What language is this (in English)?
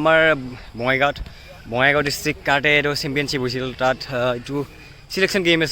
Assamese